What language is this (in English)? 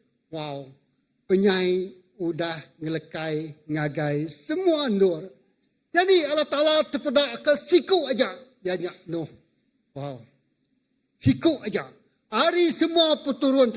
Iban